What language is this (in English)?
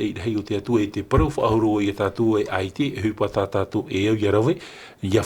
Tahitian